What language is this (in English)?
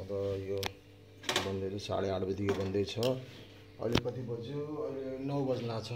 Nepali